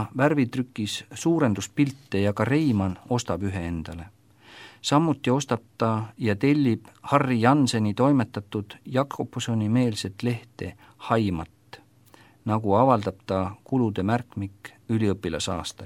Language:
Estonian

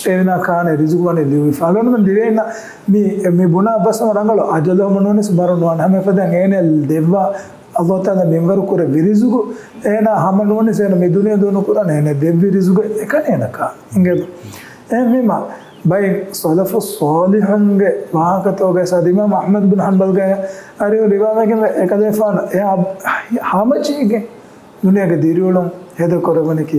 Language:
Divehi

